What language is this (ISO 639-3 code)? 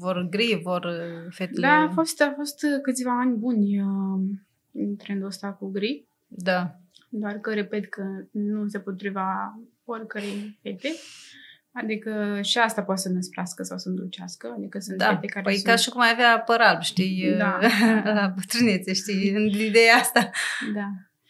ron